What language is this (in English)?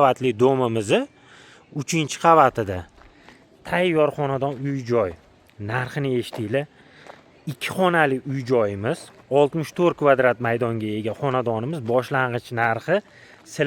Uzbek